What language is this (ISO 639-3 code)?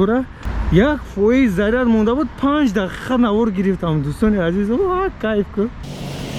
tgk